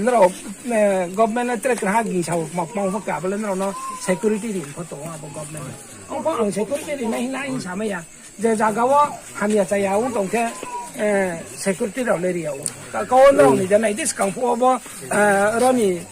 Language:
Riang (India)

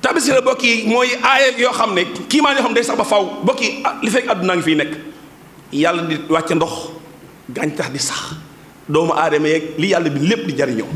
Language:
Wolof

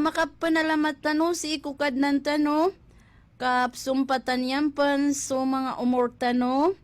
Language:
Maranao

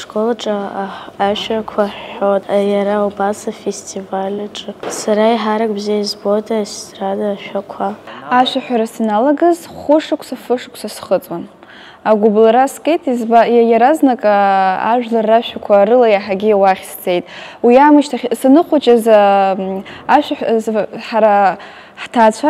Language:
Abkhazian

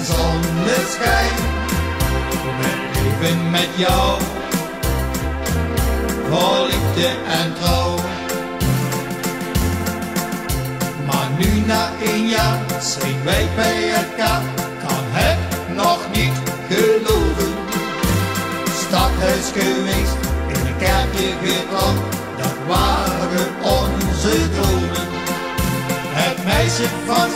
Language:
Dutch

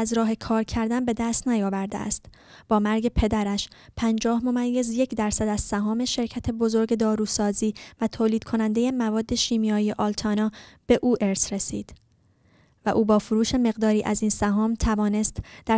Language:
Persian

